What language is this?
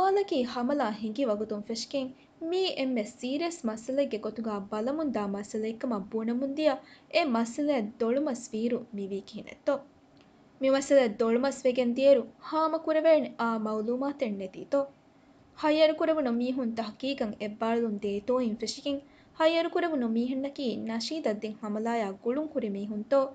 Divehi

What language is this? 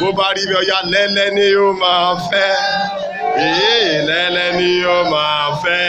Yoruba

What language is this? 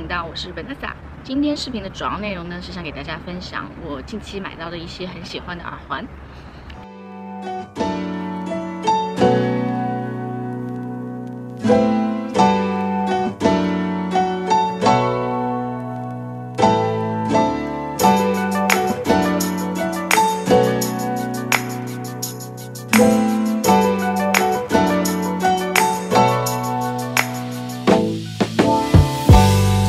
Chinese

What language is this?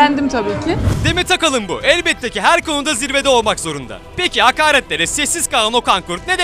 Turkish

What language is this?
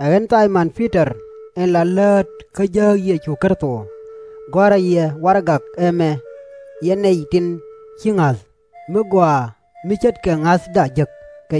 Nuer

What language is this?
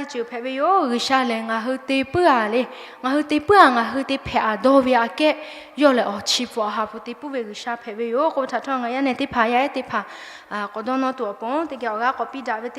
Lahu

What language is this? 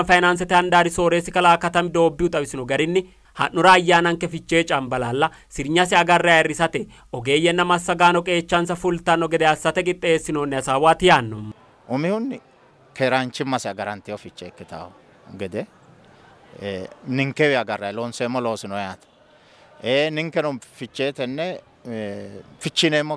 Sidamo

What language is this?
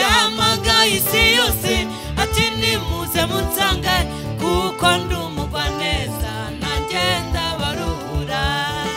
Kinyarwanda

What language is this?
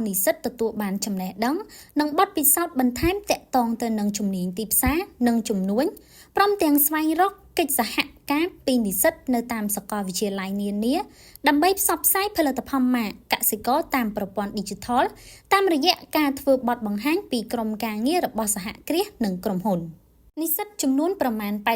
Khmer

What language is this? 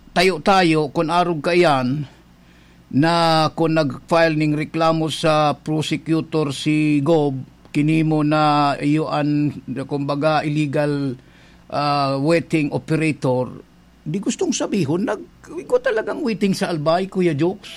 Bikol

